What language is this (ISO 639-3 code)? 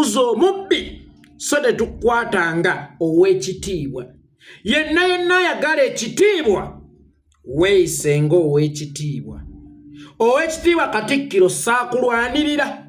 lug